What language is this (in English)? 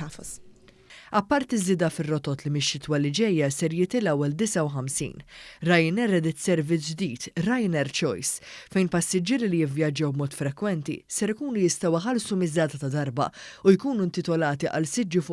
Maltese